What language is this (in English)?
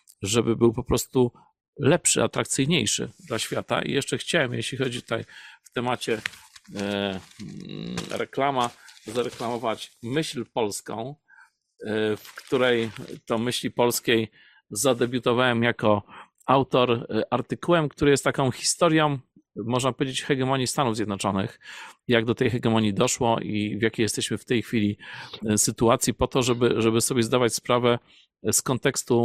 Polish